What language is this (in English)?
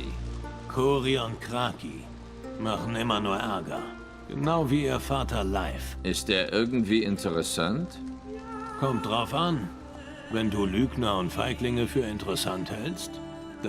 Swiss German